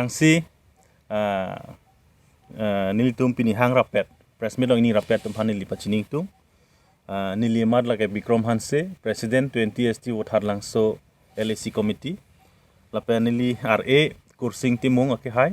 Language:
Karbi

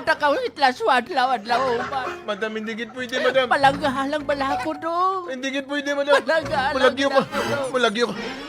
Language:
Hiligaynon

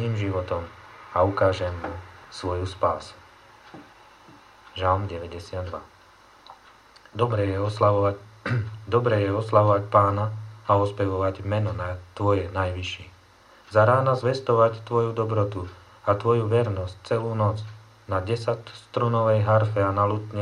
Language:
Slovak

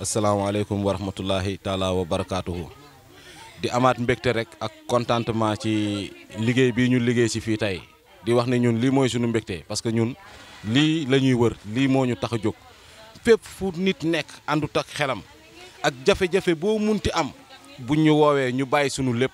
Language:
Wolof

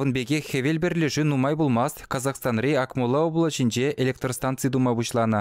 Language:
Chuvash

